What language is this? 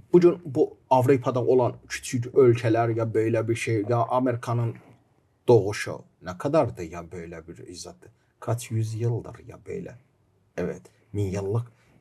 Gagauz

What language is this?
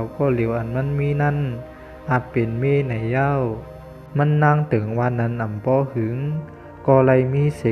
Shan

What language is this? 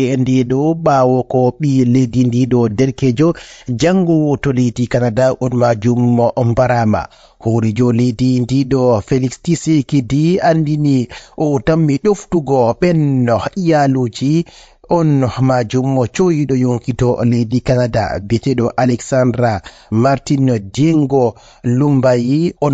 Fula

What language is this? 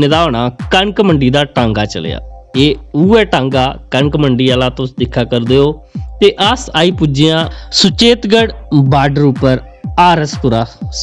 Dogri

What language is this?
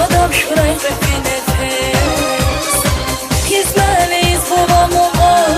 Tabassaran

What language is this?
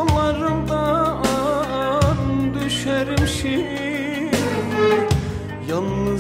Turkish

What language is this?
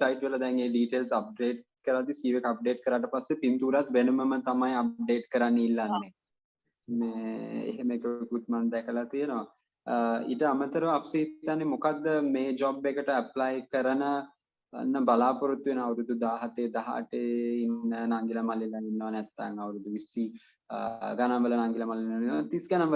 Sinhala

